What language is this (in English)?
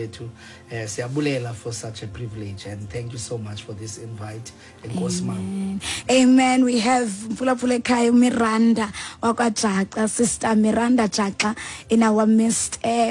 Xhosa